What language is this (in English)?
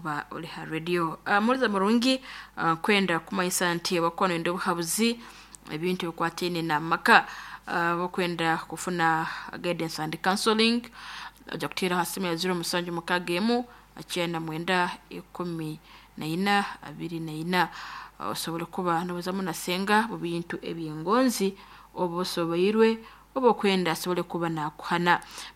Nyoro